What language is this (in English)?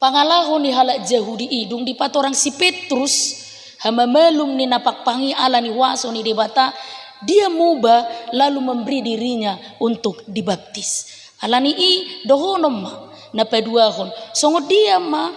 Batak Toba